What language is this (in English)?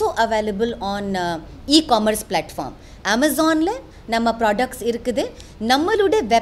Tamil